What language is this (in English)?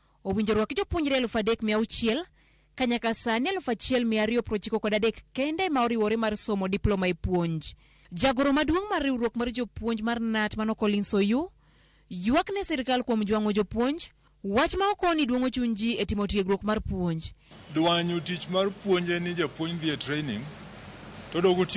Luo (Kenya and Tanzania)